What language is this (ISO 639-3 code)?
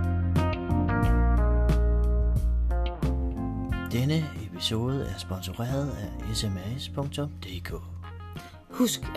dan